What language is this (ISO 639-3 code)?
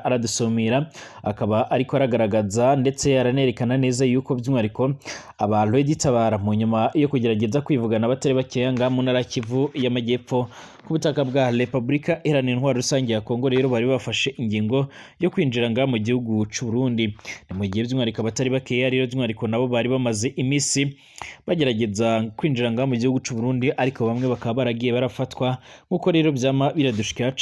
run